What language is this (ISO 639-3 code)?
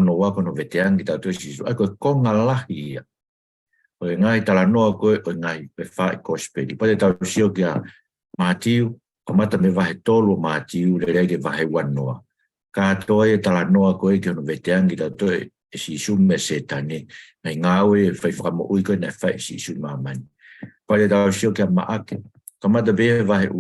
ton